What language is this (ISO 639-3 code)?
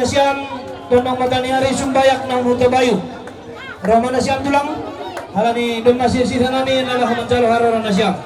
bts